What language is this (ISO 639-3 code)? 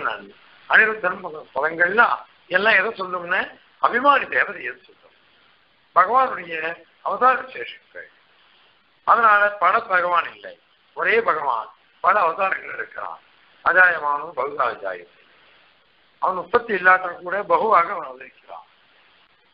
tam